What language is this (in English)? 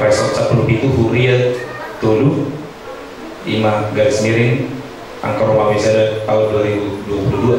Batak Toba